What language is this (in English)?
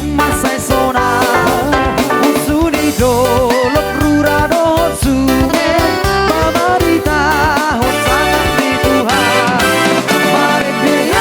Batak Toba